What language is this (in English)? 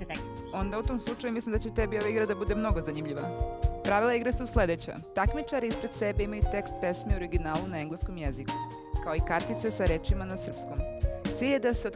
Serbian